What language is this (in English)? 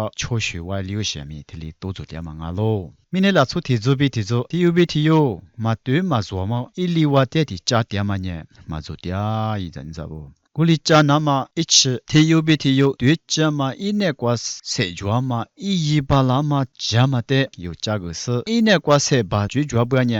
Lisu